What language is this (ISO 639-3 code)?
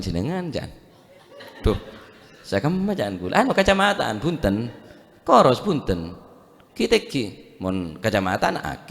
mad